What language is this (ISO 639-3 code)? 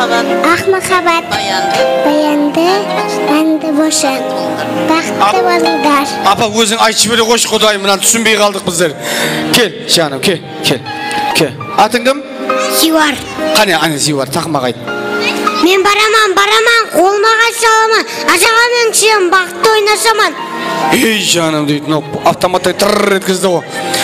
kaa